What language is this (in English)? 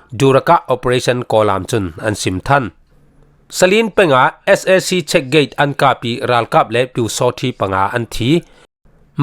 Falam Chin